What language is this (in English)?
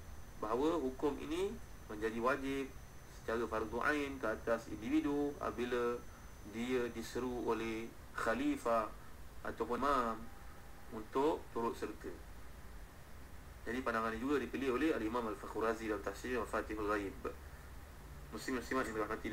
Malay